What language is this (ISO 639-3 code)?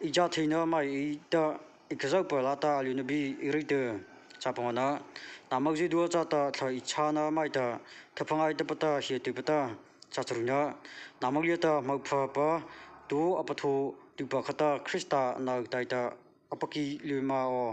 mrh